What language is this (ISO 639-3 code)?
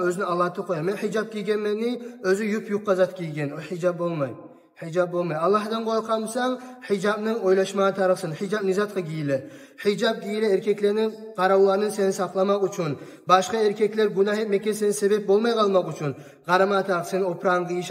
kum